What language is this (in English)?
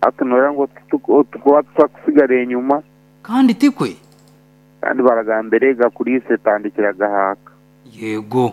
Nyankole